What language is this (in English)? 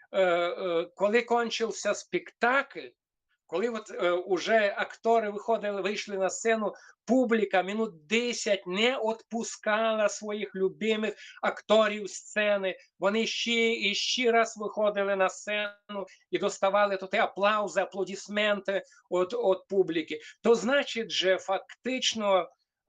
Rusyn